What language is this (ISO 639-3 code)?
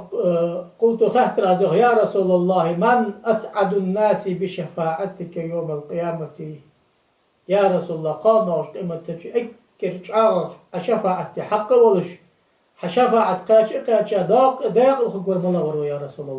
inh